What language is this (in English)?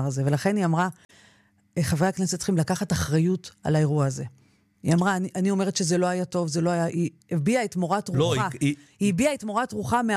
Hebrew